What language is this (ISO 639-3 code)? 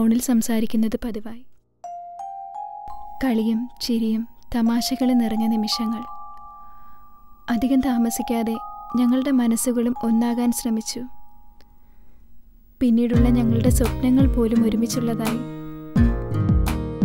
mal